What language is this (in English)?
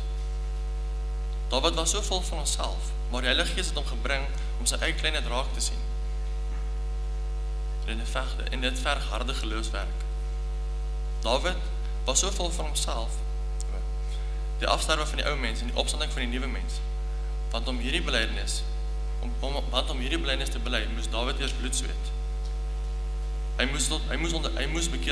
Afrikaans